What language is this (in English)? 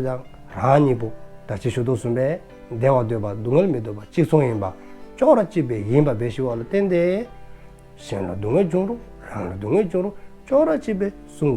Dzongkha